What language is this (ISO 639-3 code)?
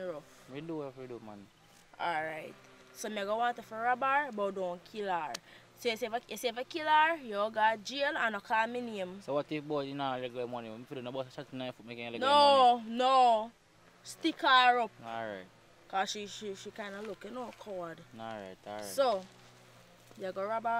jam